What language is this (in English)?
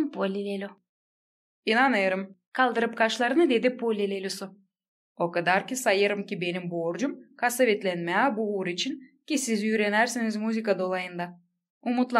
Gagauz